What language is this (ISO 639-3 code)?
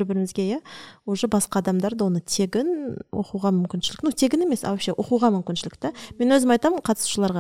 kaz